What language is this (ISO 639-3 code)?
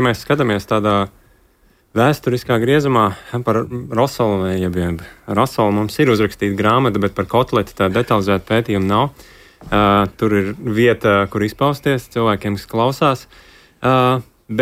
lav